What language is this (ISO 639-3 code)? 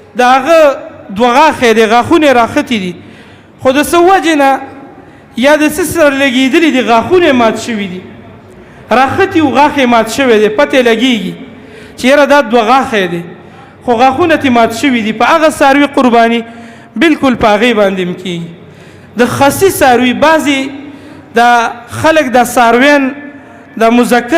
pus